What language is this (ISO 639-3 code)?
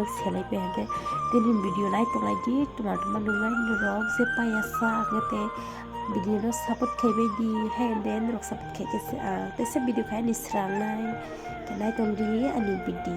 trp